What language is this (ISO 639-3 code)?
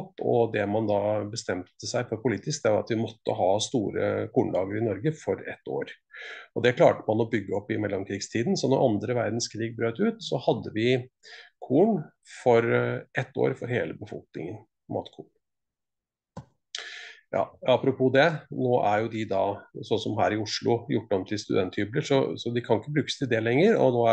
nor